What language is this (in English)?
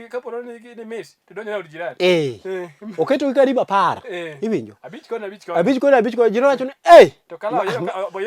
Luo (Kenya and Tanzania)